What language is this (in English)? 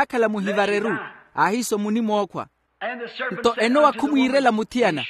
Makhuwa